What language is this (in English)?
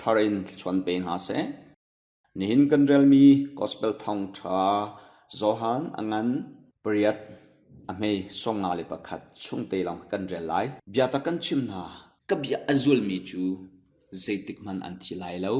Hakha Chin